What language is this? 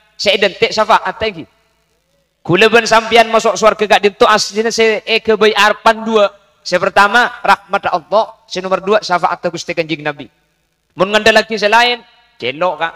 Madurese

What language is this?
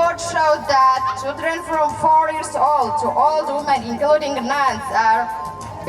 Tigrinya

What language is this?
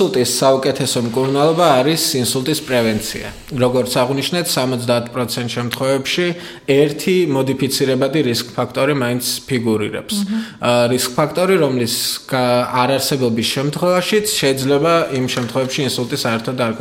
Georgian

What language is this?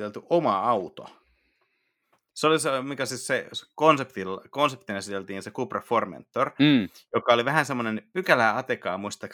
Finnish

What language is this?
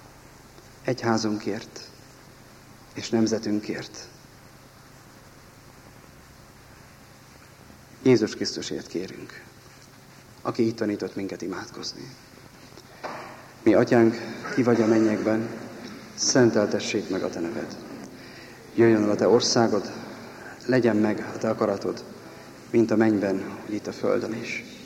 Hungarian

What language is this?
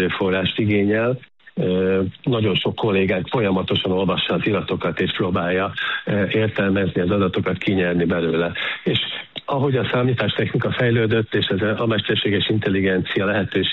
Hungarian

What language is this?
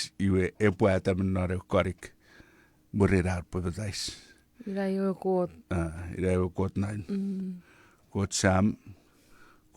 Chuukese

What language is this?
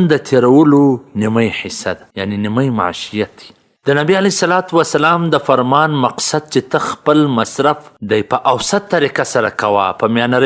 Pashto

